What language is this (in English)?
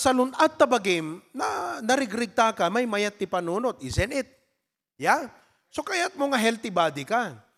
Iloko